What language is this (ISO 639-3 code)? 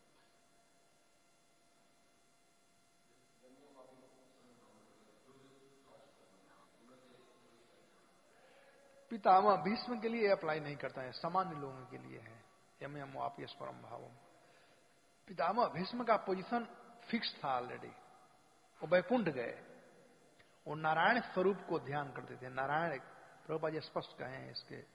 hin